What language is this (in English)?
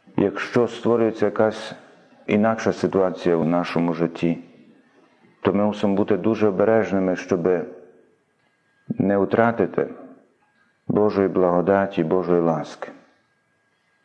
Ukrainian